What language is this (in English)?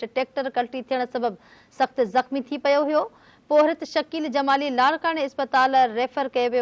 Sindhi